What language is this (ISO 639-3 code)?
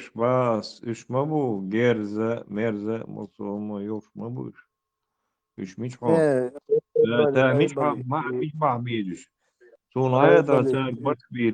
che